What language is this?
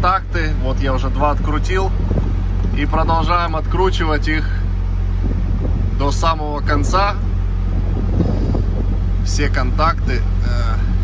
Russian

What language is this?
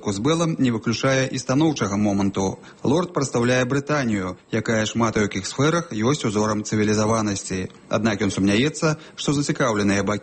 Belarusian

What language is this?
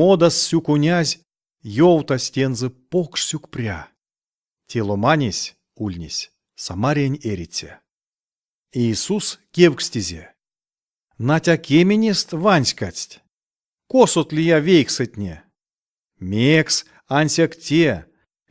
Erzya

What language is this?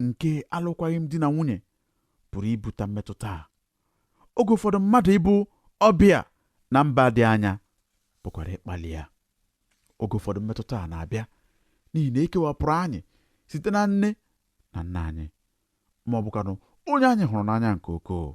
Igbo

